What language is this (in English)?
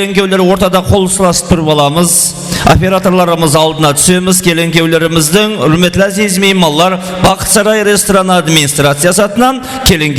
Kara-Kalpak